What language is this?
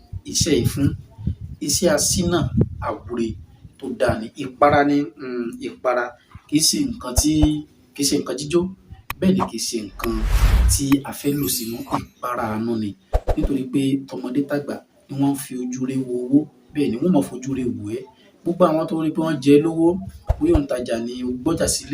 Yoruba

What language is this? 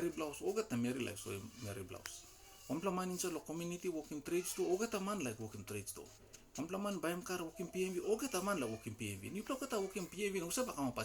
Tok Pisin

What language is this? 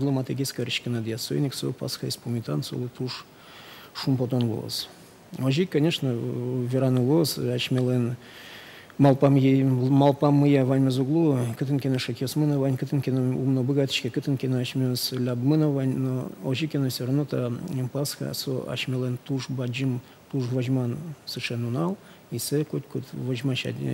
Udmurt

